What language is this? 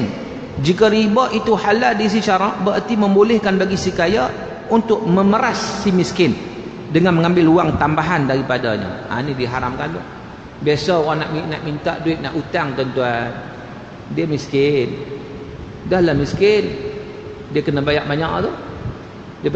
Malay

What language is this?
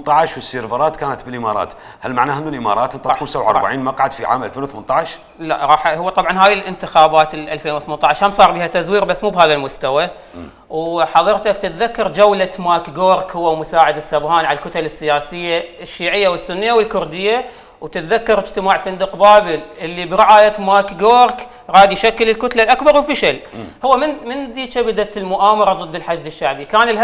Mesopotamian Arabic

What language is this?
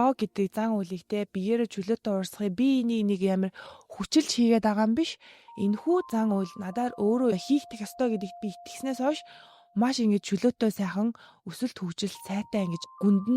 Mongolian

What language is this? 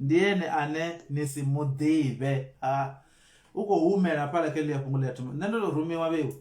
Venda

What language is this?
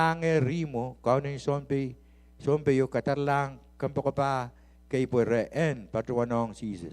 Pohnpeian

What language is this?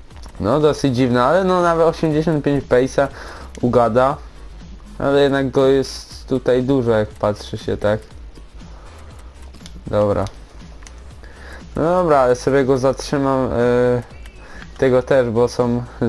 Polish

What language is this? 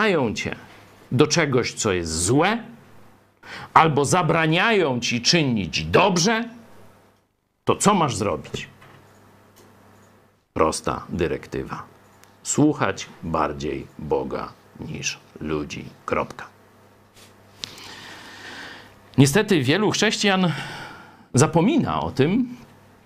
Polish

